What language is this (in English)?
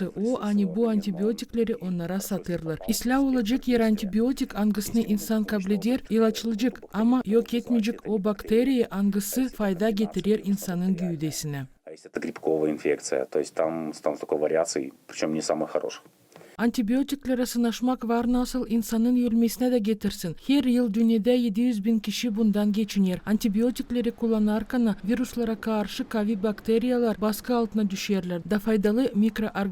Gagauz